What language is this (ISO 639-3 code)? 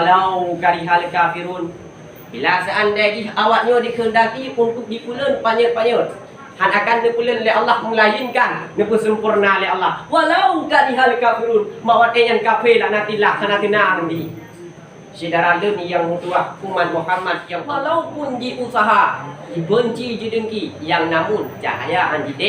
ace